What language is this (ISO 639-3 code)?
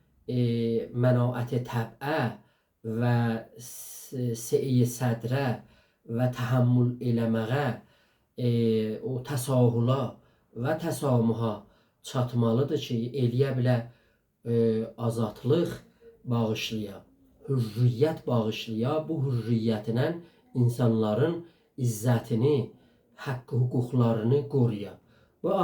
azb